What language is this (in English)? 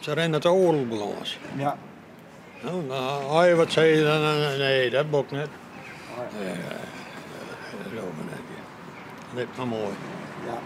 Western Frisian